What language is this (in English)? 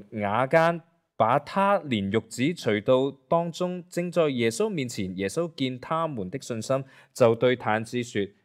Cantonese